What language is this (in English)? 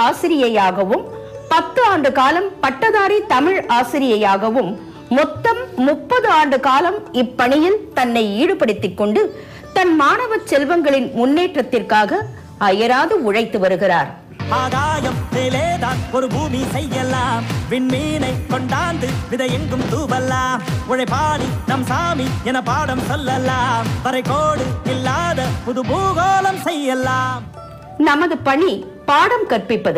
Tamil